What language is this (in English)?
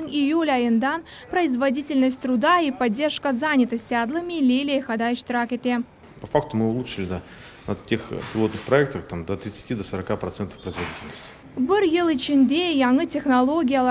Crimean Tatar